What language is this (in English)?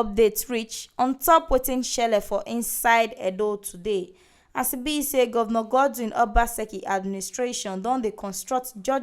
Nigerian Pidgin